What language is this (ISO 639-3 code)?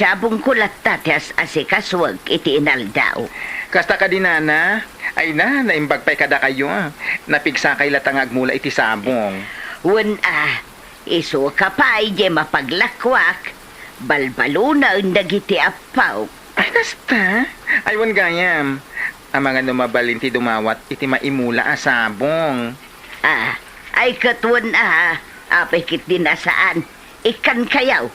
ilo